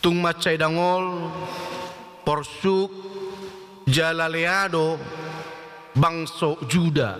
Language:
Batak Toba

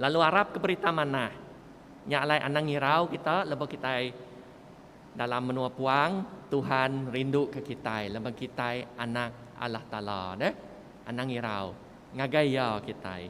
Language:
Iban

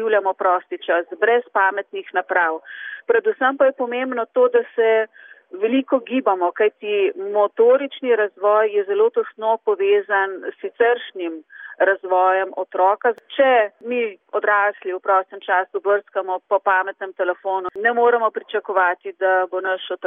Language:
Slovenian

